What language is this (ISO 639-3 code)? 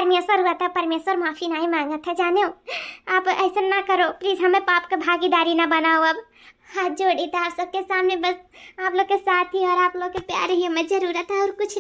awa